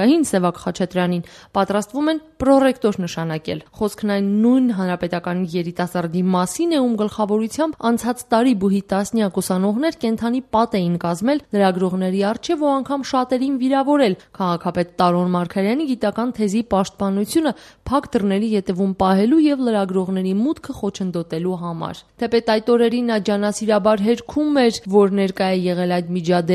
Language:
Armenian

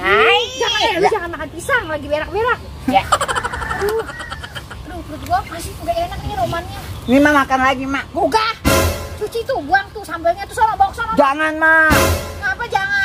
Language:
Betawi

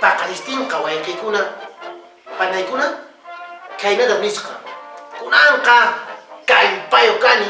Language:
Quechua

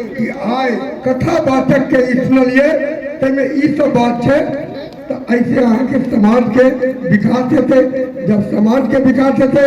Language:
Maithili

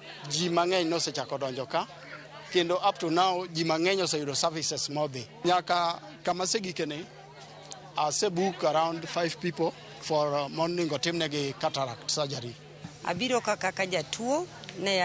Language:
Luo (Kenya and Tanzania)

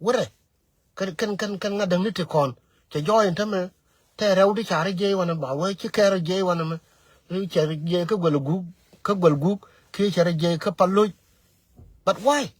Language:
Nuer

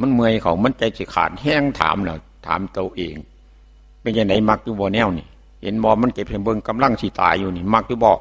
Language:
Northeastern Thai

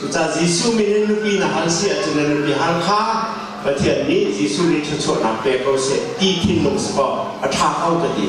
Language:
Hakha Chin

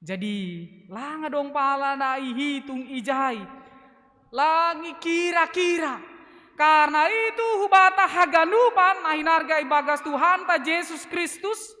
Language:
Batak Simalungun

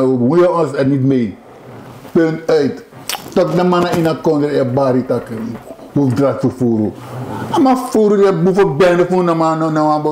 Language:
Sranan Tongo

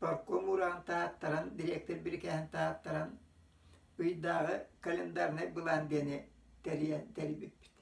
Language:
Yakut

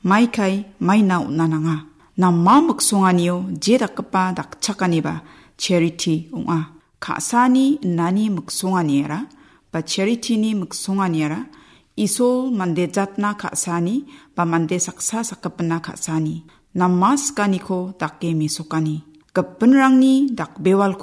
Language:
Garo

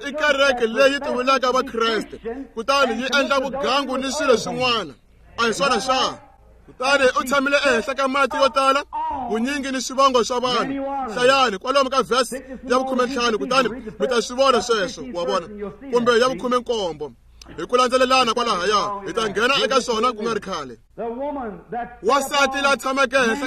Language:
Tsonga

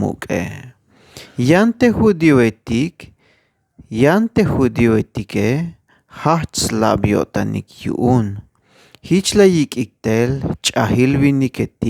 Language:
Tzeltal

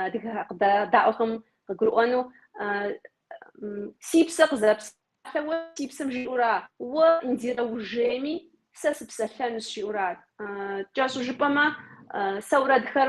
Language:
Kabardian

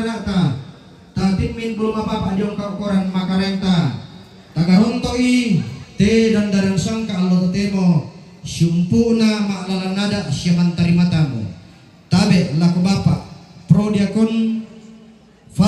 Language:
Toraja-Sa'dan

